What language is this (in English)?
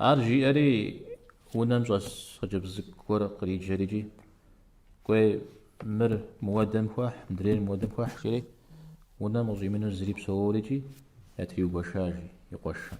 Kabardian